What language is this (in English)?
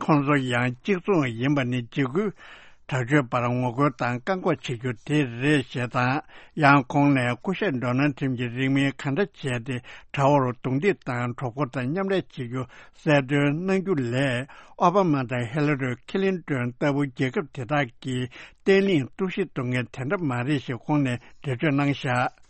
Tibetan